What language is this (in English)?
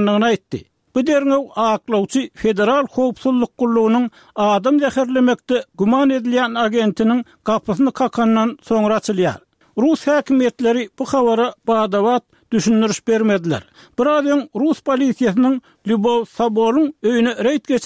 Turkmen